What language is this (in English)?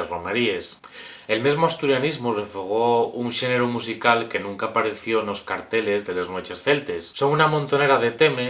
Asturian